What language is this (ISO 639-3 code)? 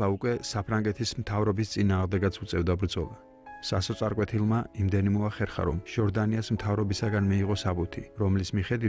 kat